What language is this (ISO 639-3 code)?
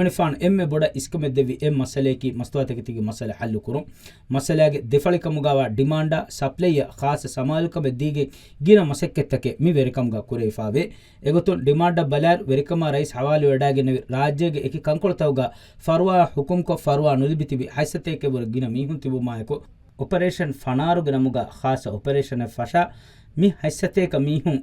div